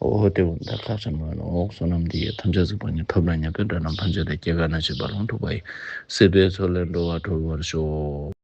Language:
Ladakhi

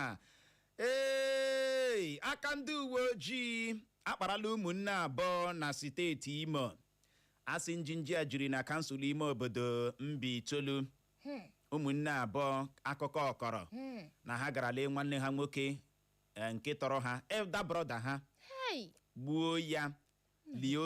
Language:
Igbo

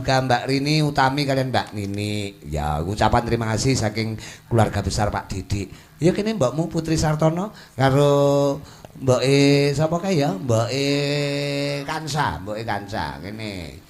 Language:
Javanese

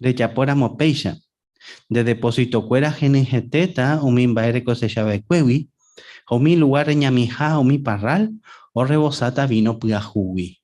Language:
Guarani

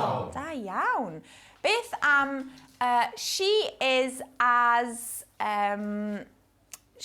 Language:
Welsh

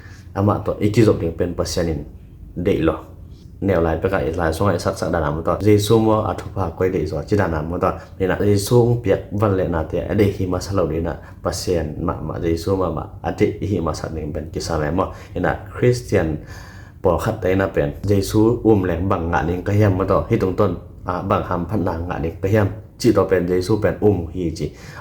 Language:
Tedim Chin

